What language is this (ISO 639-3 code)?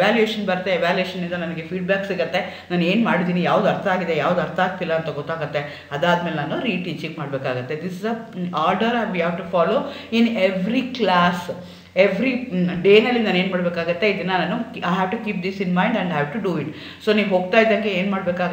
kan